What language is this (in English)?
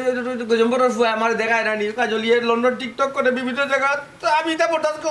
Sylheti